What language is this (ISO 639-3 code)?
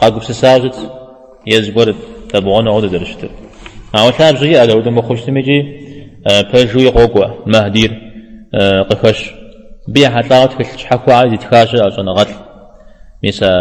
kbd